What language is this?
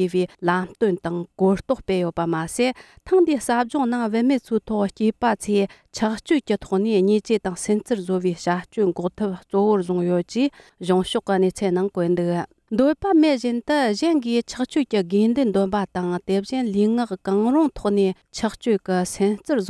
Tibetan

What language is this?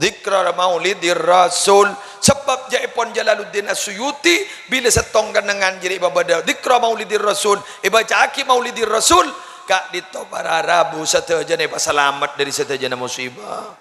Madurese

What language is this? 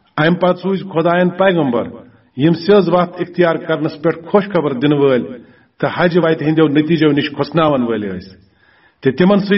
Kashmiri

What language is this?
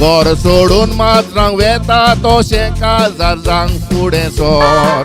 Konkani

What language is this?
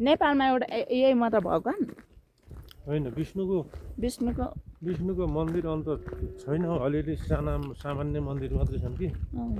Nepali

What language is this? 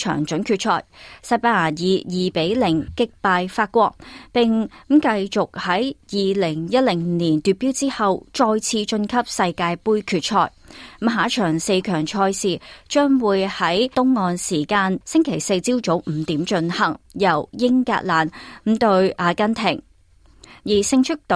Cantonese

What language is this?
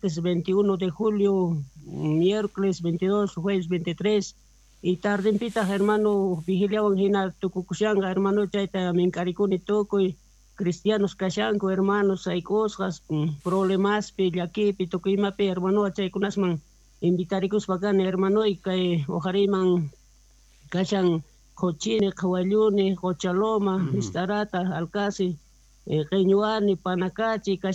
Quechua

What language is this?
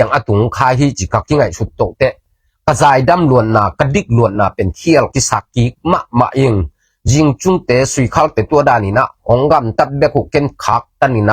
Tedim Chin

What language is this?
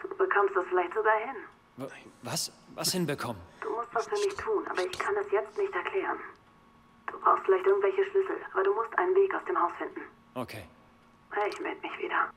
Swiss German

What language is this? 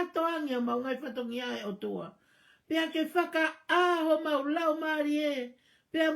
Tongan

